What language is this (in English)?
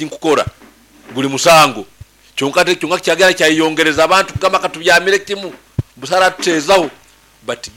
Nyankole